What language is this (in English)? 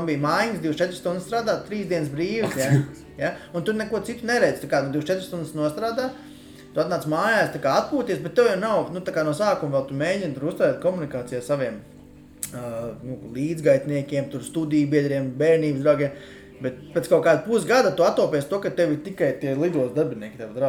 Latvian